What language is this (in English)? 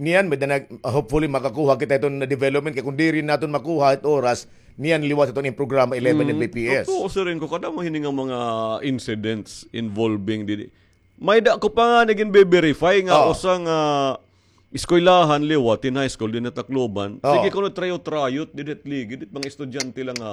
Waray